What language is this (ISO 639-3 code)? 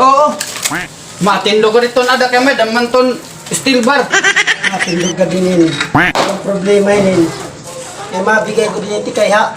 war